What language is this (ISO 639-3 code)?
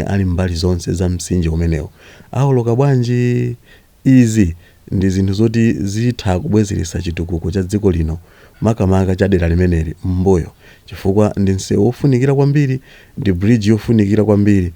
nya